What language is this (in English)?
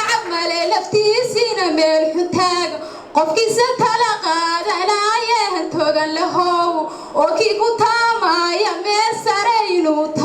Somali